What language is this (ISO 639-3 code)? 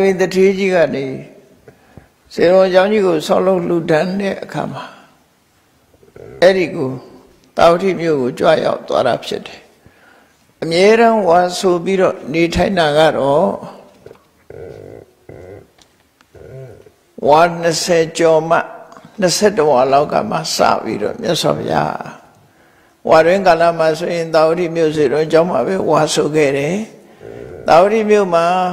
mya